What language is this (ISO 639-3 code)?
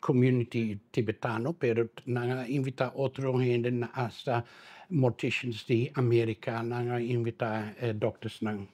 pap